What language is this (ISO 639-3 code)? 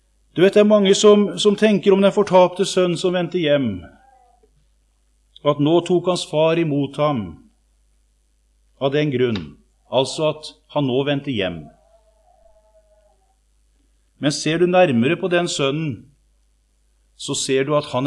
nor